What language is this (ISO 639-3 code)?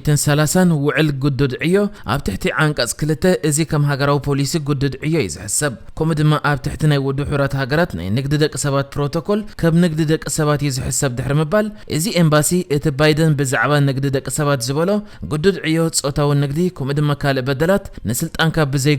tir